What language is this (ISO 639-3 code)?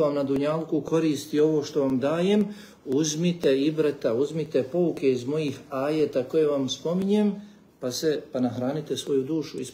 bos